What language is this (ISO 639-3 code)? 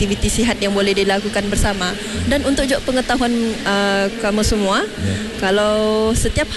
msa